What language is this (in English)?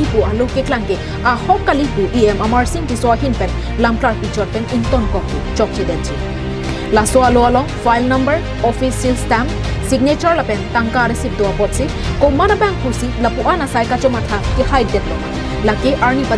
Karbi